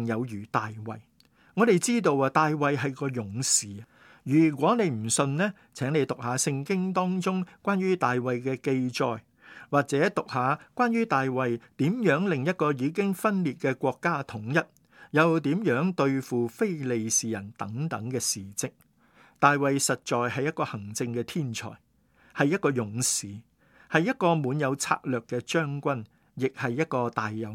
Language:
Cantonese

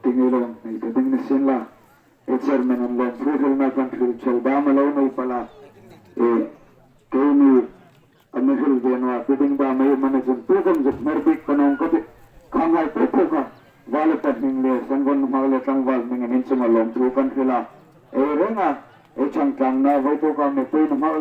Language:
Hmar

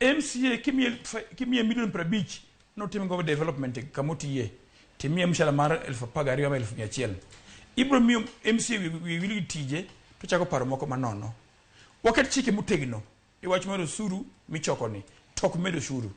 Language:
Luo (Kenya and Tanzania)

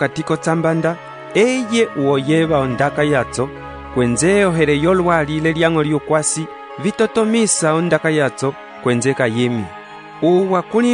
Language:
Umbundu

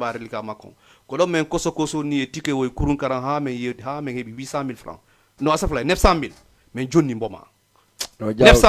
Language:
Fula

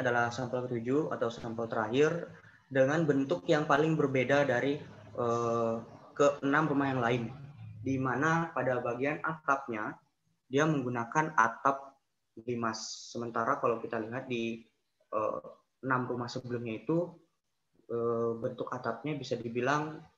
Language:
Indonesian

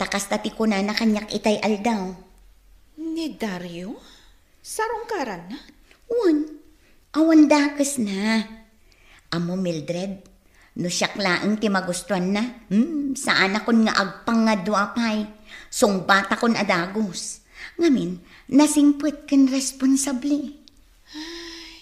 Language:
Iloko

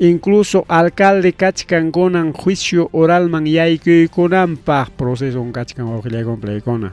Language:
Ayacucho Quechua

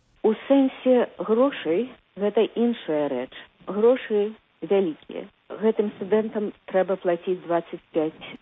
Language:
Belarusian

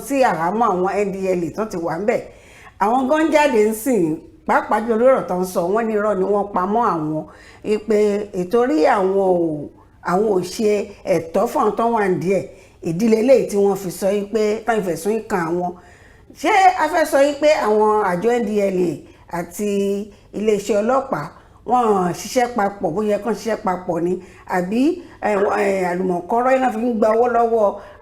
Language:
Yoruba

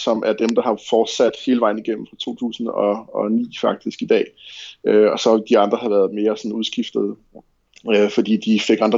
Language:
Danish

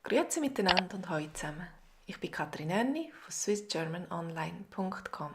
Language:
Swiss German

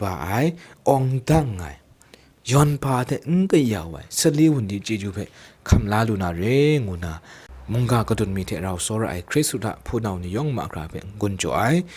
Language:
Kachin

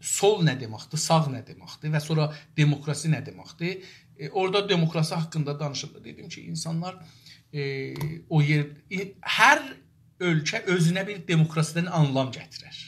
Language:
South Azerbaijani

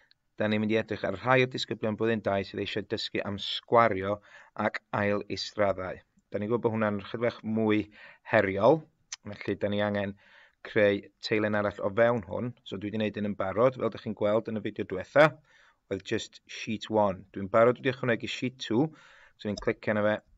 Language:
Welsh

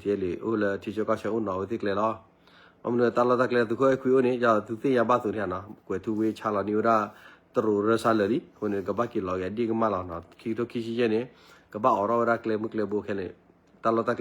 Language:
S'gaw Karen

